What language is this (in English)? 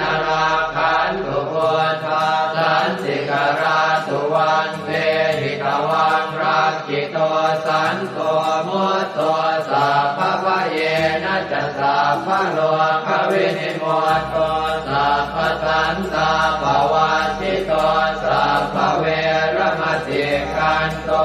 Pali